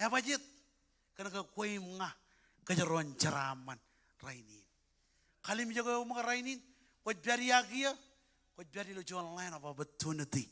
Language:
Marshallese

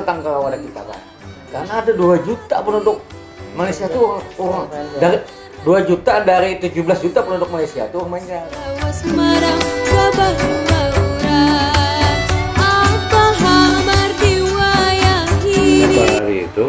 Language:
Banjar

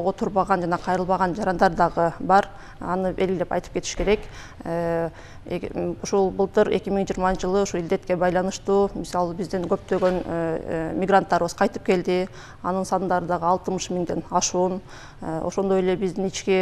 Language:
Kyrgyz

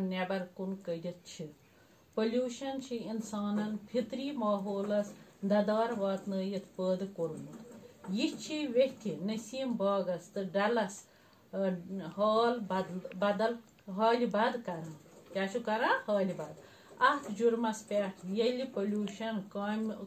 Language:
Kashmiri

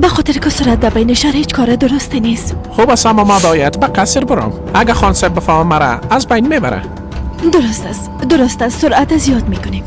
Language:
Persian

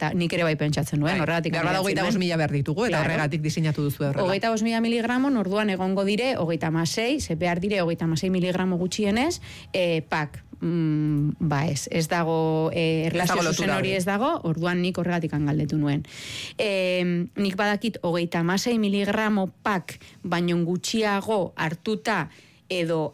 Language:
Basque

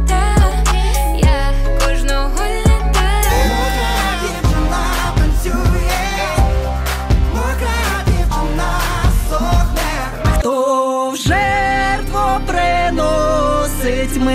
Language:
Ukrainian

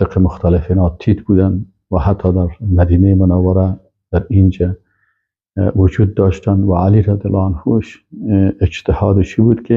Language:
Persian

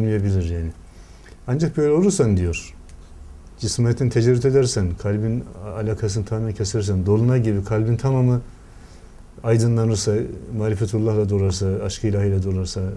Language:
Turkish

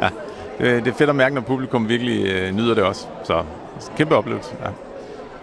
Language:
Danish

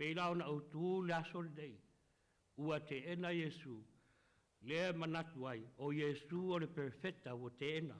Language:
Samoan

